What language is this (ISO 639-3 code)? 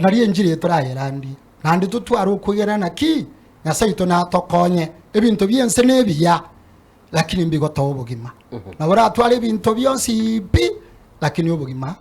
guz